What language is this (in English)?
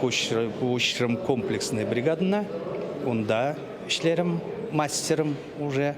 Chuvash